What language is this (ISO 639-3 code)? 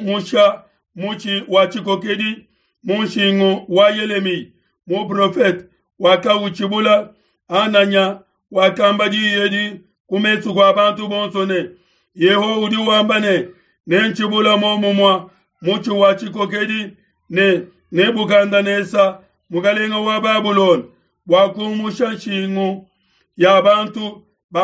lua